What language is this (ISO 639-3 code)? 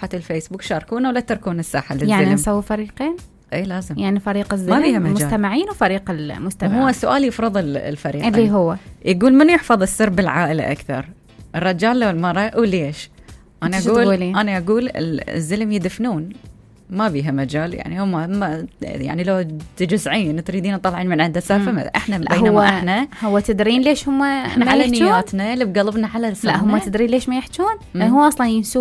acm